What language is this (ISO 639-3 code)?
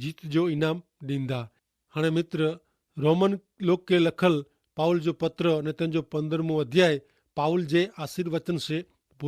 kfr